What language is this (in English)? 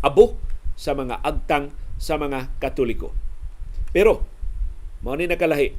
Cebuano